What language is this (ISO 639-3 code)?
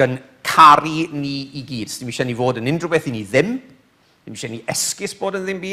cym